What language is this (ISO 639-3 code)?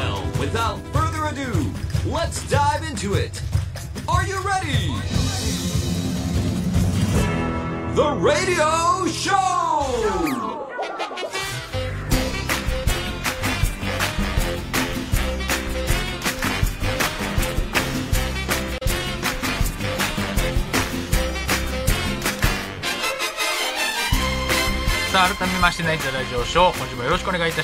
jpn